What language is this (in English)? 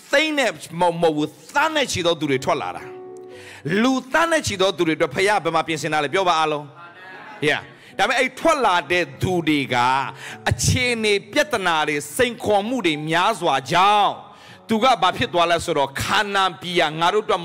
Burmese